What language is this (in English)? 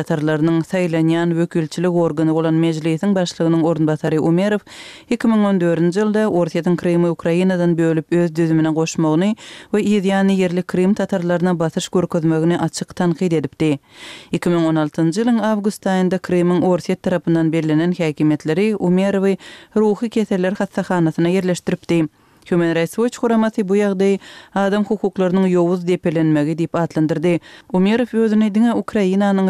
Turkmen